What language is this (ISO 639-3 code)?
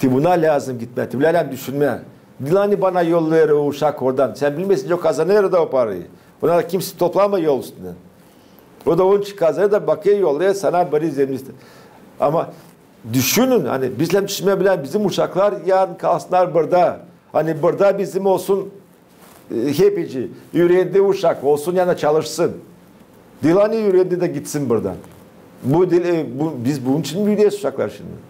gag